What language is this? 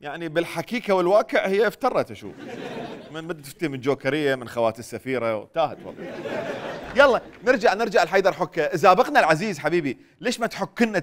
Mesopotamian Arabic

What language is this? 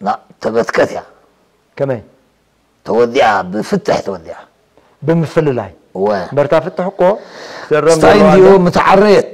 Tigrinya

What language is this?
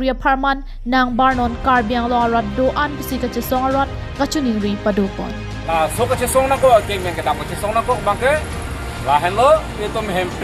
Karbi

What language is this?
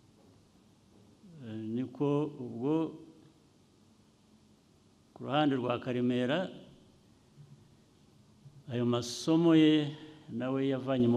Kinyarwanda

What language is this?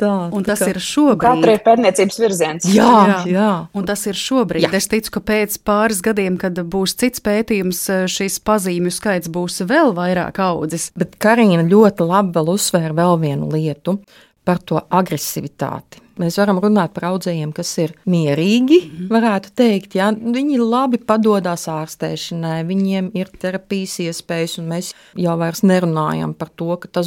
Latvian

